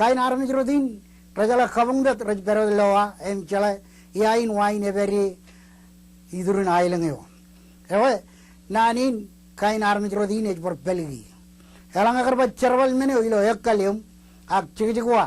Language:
Marshallese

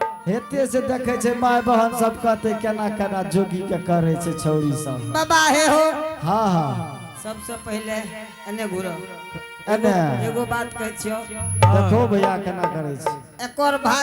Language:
Angika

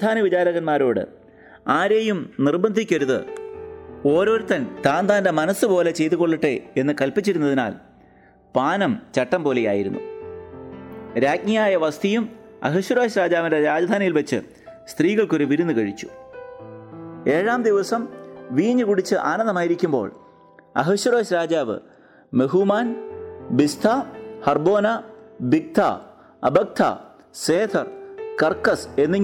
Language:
Malayalam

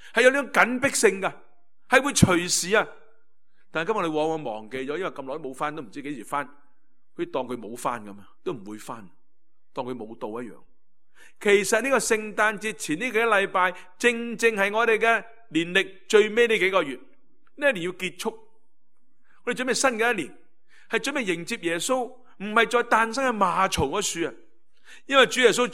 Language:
Cantonese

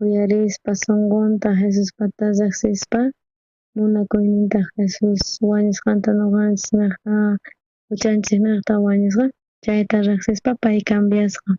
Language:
South Bolivian Quechua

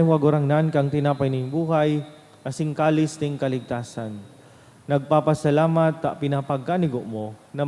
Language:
Bikol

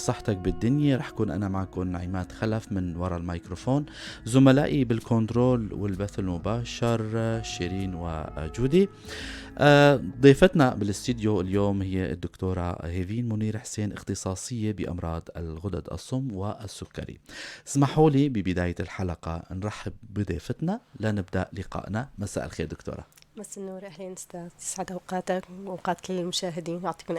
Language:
North Levantine Arabic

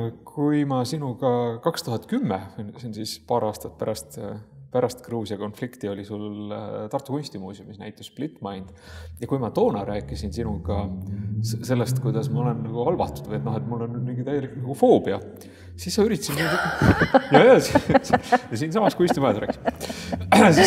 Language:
Estonian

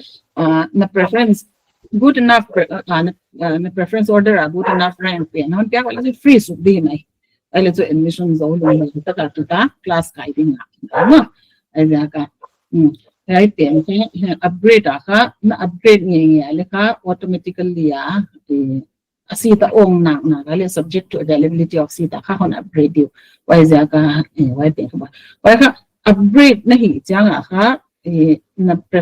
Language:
Paite Chin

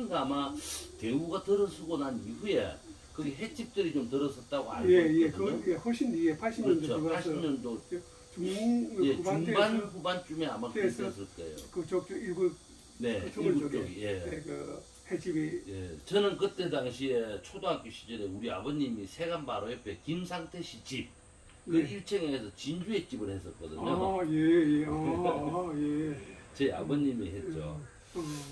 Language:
Korean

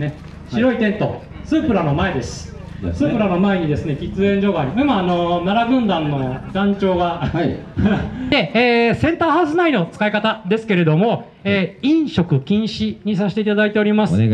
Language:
Japanese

